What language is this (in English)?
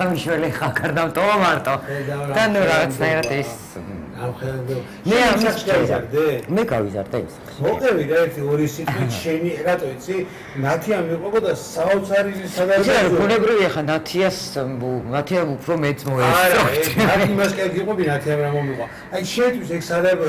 Georgian